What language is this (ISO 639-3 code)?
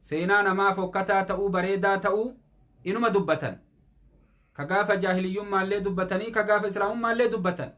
orm